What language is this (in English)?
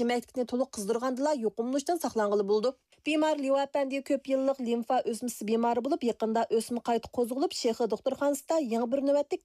Uyghur